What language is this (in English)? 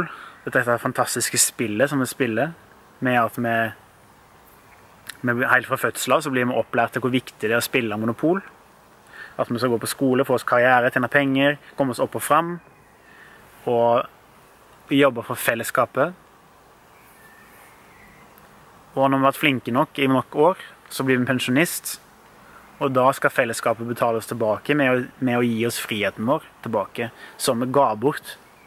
Norwegian